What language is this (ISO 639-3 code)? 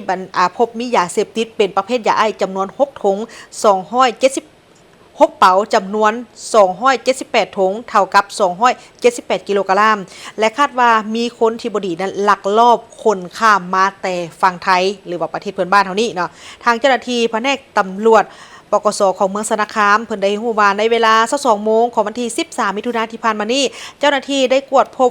lao